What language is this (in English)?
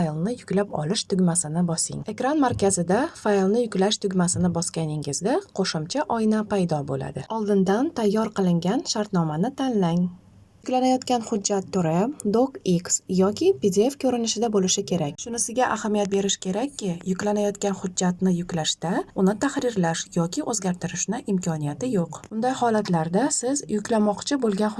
Uzbek